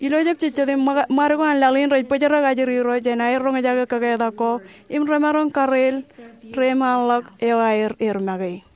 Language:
Marshallese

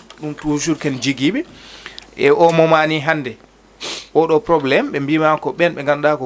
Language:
Fula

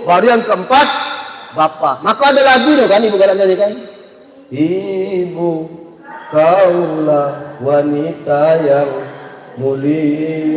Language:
Musi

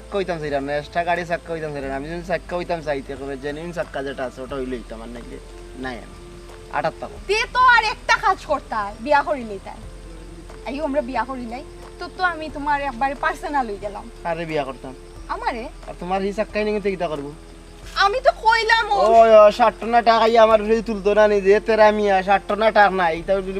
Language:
Sylheti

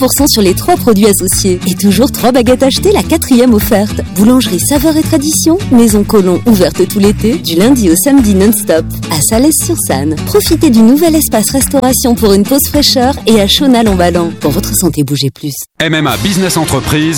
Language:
French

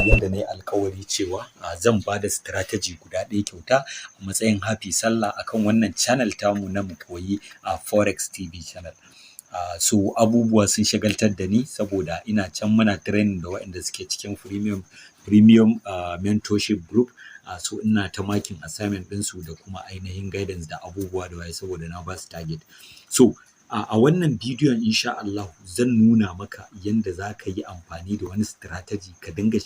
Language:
Hausa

